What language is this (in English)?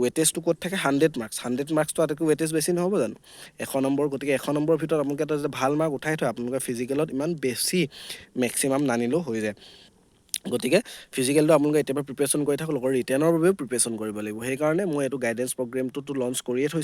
Assamese